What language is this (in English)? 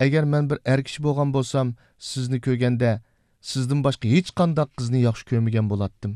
Uyghur